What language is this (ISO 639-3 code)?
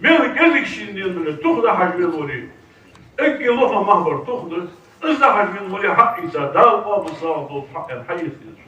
inh